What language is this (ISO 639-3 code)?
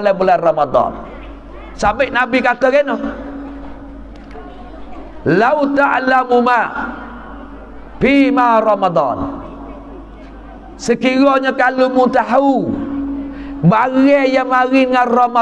mfa